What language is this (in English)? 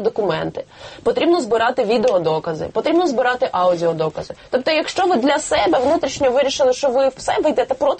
Ukrainian